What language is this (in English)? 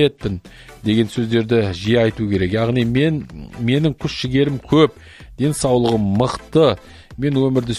Kazakh